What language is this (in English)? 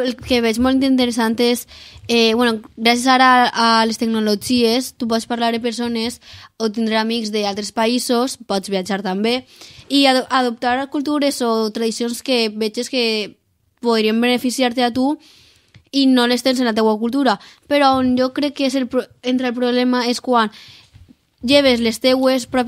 Catalan